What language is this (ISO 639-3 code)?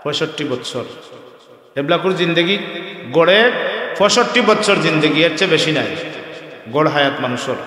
syl